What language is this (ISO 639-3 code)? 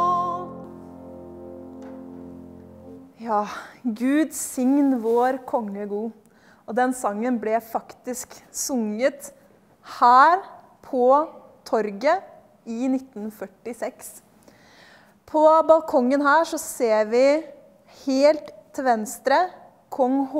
nor